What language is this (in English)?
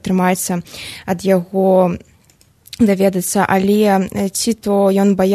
Belarusian